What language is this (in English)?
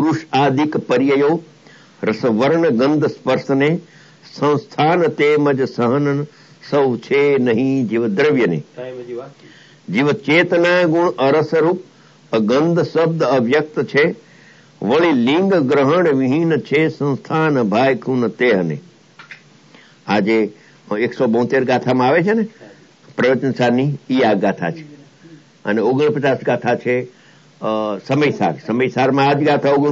Gujarati